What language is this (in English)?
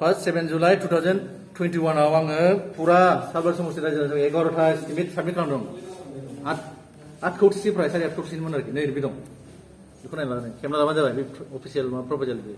Bodo